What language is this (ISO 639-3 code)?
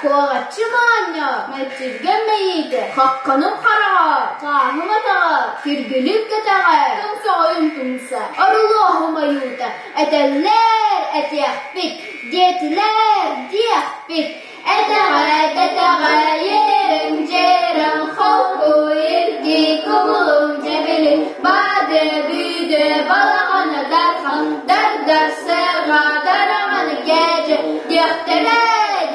sah